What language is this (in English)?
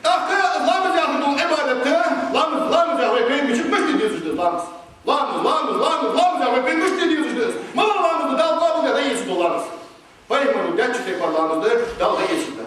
Ingush